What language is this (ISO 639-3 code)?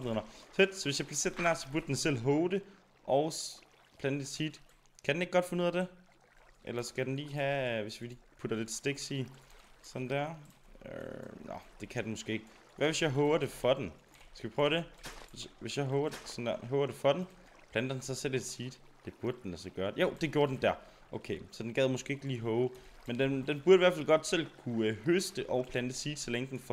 dan